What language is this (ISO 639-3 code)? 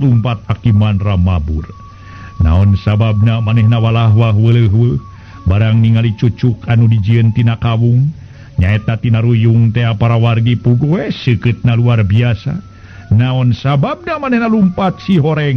sun